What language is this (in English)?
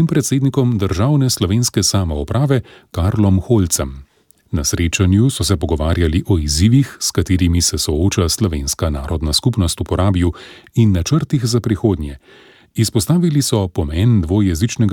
Slovenian